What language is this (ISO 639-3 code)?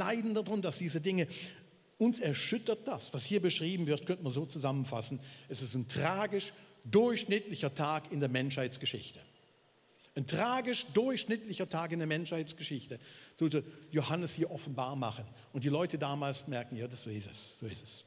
gsw